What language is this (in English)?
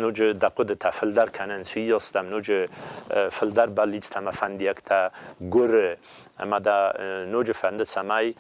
Ossetic